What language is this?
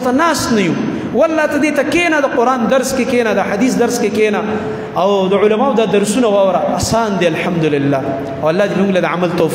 Pashto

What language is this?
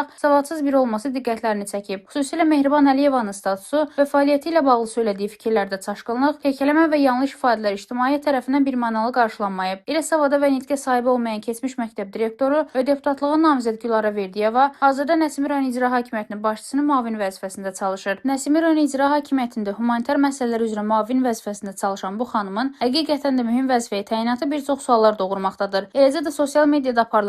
Azerbaijani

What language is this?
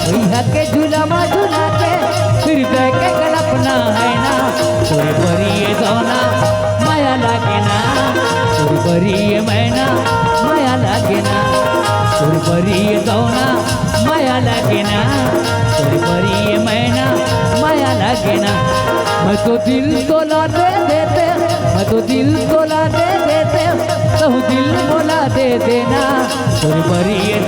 Chhattisgarhi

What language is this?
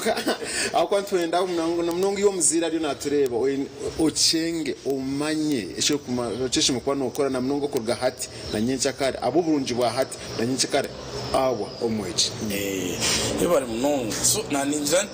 Nyankole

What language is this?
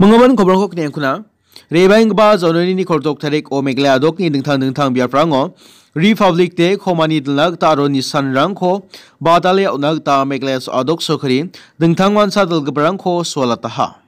Garo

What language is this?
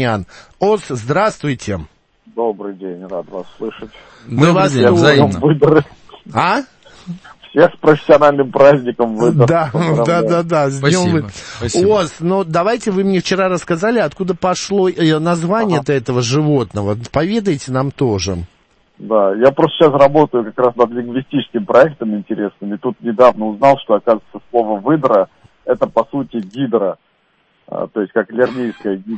Russian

